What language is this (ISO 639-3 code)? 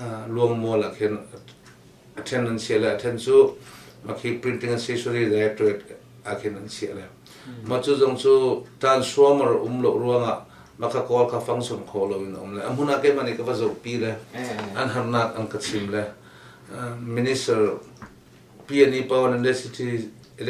cnh